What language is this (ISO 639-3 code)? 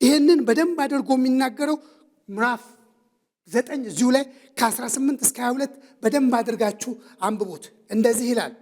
amh